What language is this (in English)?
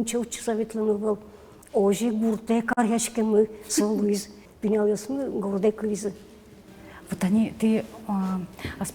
Udmurt